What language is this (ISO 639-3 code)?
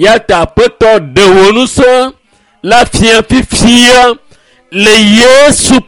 ewe